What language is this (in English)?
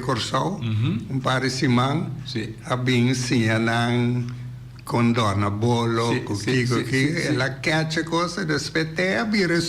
Papiamento